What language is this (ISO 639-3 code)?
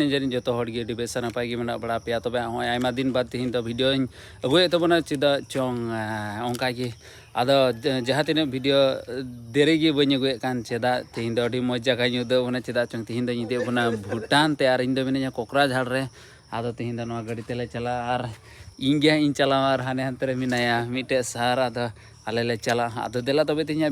sat